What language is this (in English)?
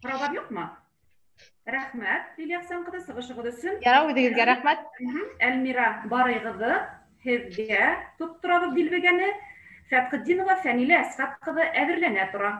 Bashkir